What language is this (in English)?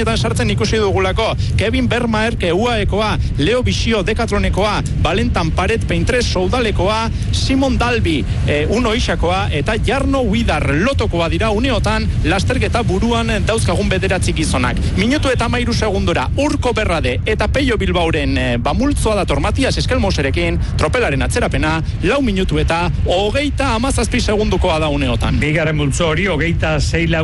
Basque